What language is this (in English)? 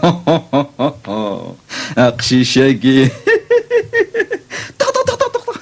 Kabyle